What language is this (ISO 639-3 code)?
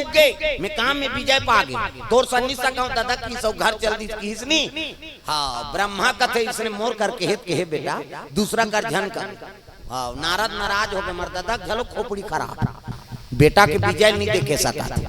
hne